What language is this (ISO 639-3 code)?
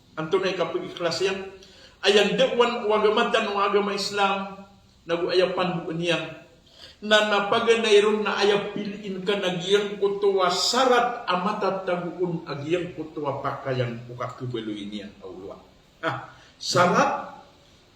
mrw